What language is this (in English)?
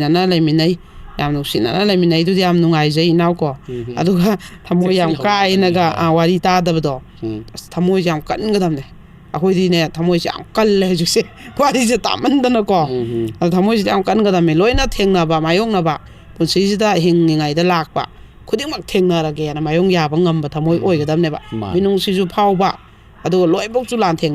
Manipuri